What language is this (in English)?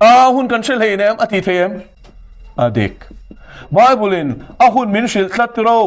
Mizo